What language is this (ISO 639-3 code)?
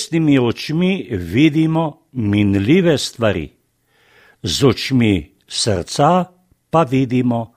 slv